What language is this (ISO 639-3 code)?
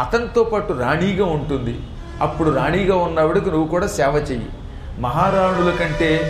tel